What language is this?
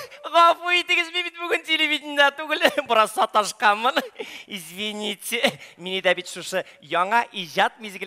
Tatar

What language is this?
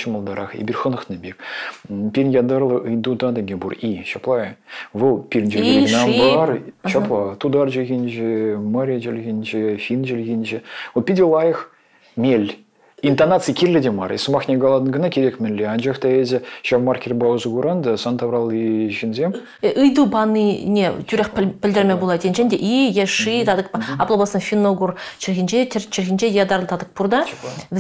Chuvash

